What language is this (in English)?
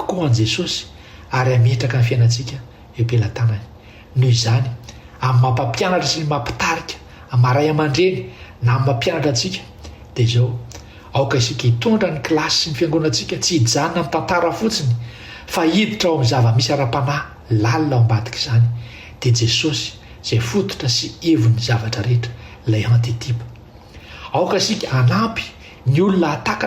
Malagasy